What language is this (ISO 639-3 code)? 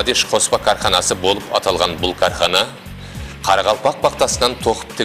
kaa